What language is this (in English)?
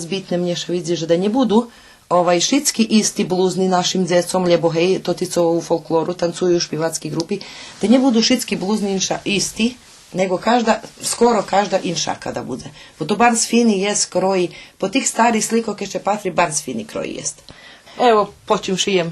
Rusyn